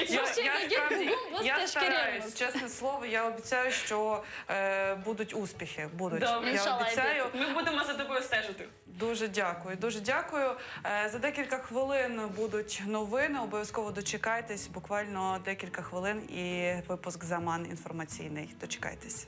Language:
Crimean Tatar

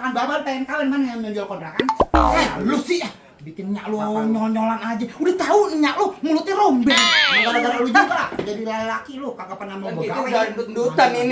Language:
Betawi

